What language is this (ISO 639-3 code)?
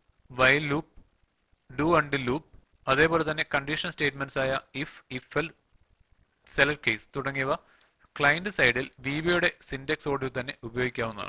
mal